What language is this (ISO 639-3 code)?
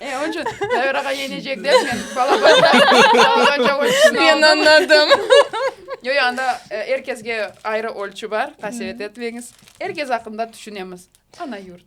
crh